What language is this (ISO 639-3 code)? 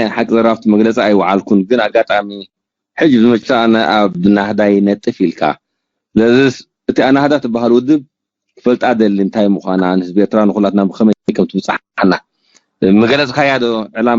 tir